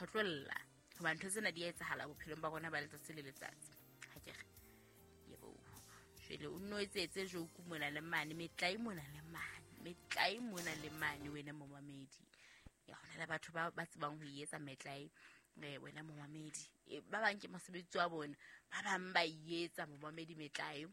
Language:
Southern Sotho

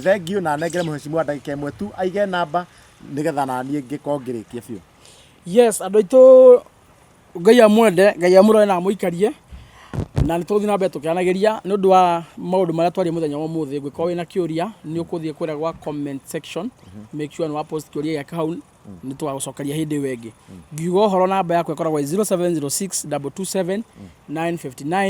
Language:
Kikuyu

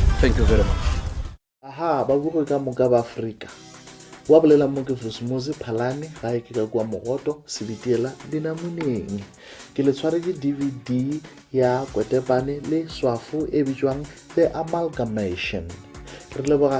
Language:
Northern Sotho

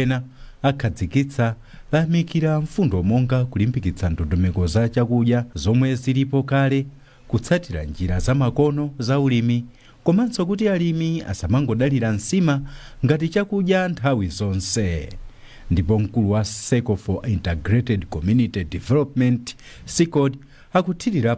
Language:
Nyanja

